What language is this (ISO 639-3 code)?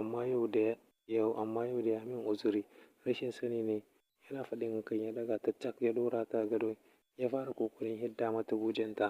hau